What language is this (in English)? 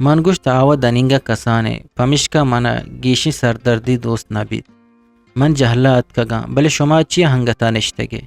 Eastern Balochi